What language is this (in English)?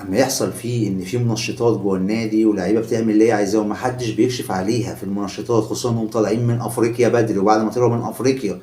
Egyptian Arabic